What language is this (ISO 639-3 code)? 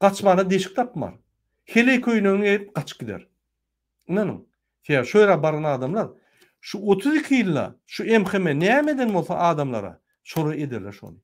tuk